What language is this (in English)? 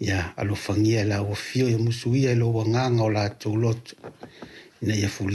Samoan